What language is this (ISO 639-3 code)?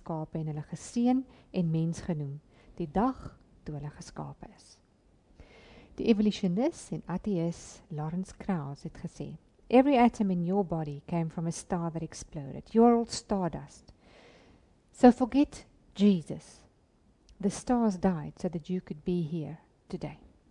afr